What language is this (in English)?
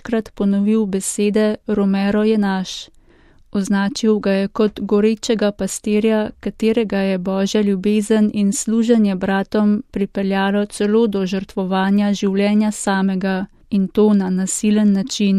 Slovenian